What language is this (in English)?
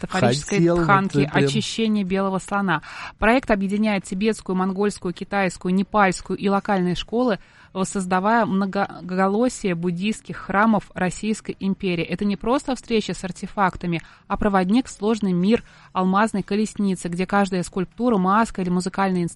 Russian